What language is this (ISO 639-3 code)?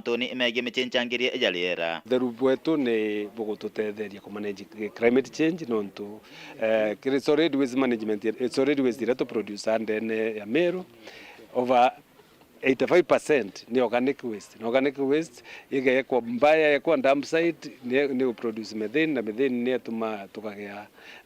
mer